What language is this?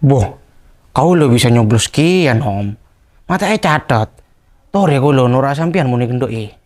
Madurese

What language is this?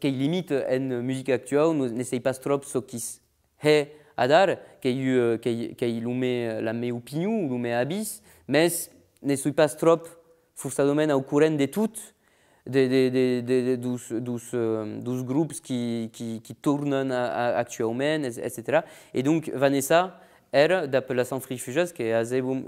Occitan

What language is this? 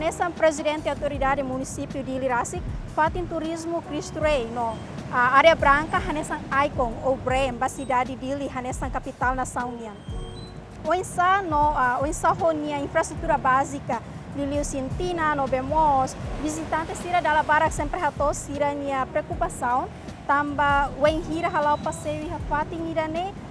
Tetum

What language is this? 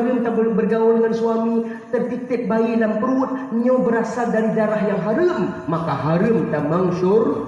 Achinese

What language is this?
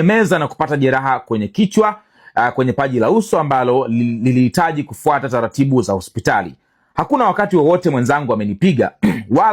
Swahili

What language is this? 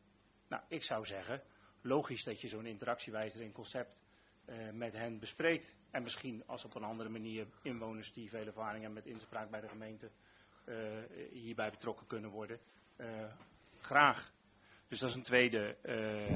Dutch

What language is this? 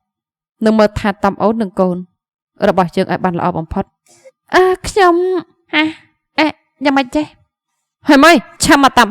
Khmer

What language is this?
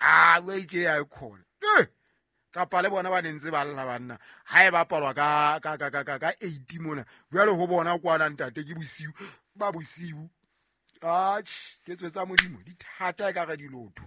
Southern Sotho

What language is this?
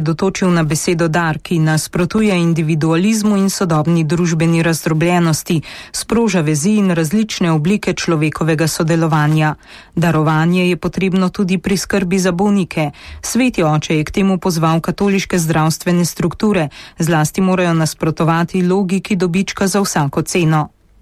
Slovenian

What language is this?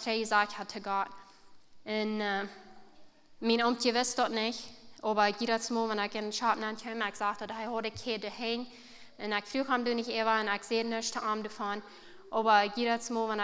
Plautdietsch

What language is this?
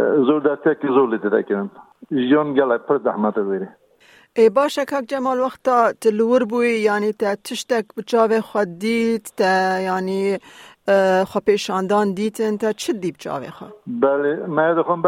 Kurdish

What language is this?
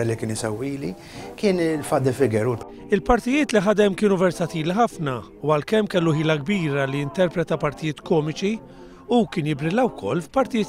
Maltese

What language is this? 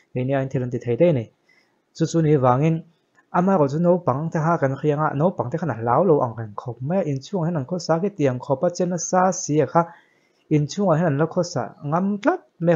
Mizo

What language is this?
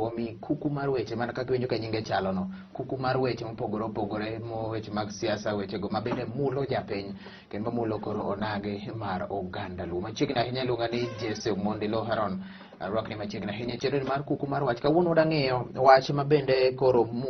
Luo (Kenya and Tanzania)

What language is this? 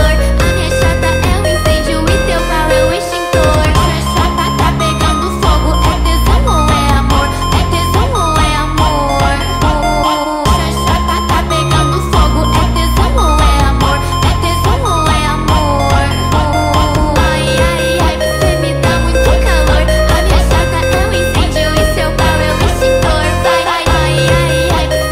Portuguese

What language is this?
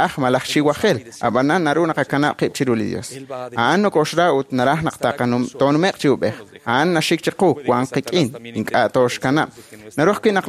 Kekchí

